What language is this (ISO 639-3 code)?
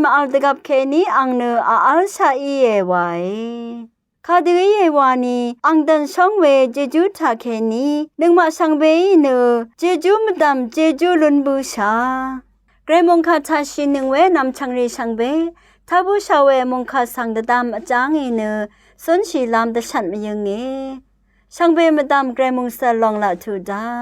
raw